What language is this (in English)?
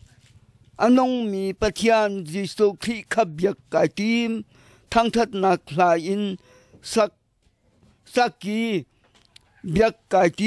Hakha Chin